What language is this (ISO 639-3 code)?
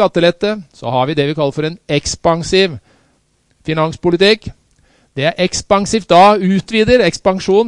nor